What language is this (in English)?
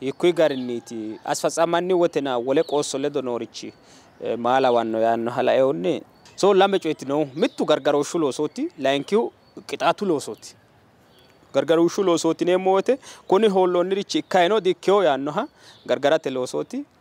Sidamo